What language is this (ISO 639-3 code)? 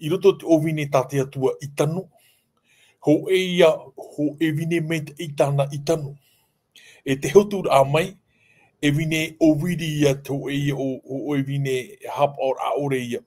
tah